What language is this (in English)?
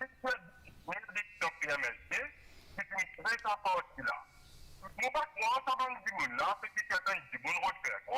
Morisyen